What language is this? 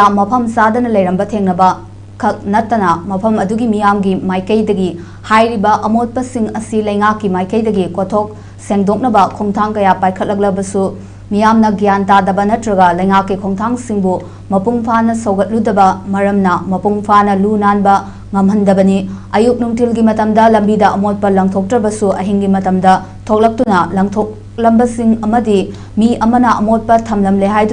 Manipuri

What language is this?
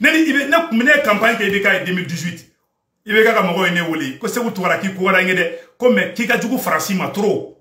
Bambara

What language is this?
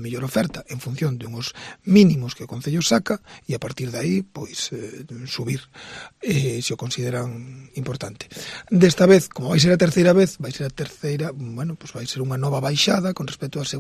Galician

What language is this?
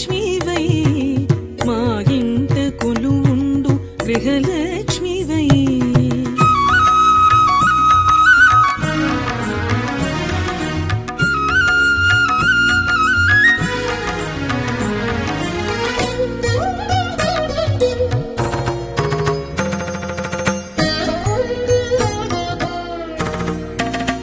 Telugu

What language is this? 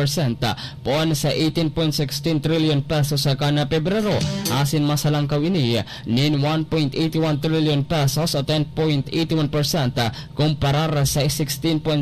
Bikol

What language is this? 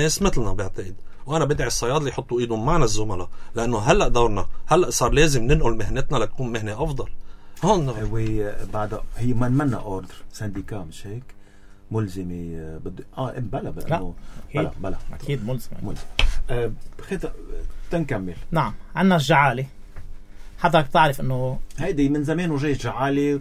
North Levantine Arabic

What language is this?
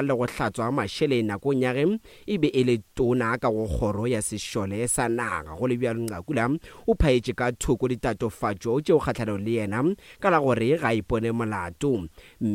Northern Sotho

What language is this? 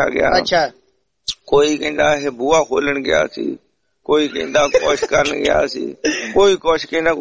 Punjabi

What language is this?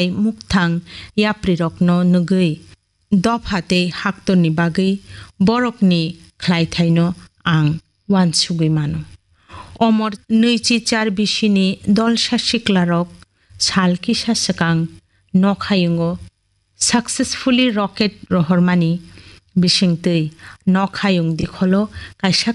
Kok Borok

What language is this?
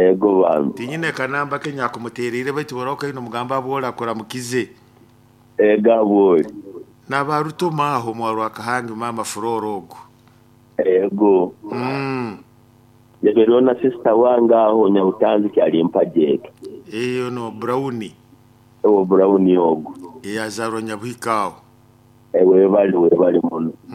Nyoro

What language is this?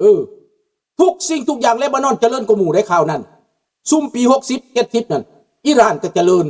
Lao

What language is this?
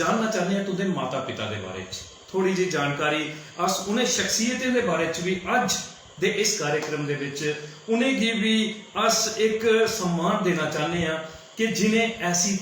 Dogri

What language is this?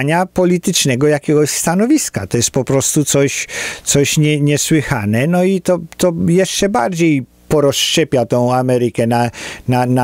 Polish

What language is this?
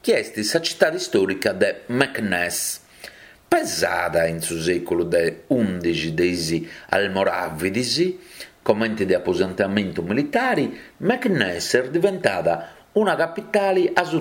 Sardinian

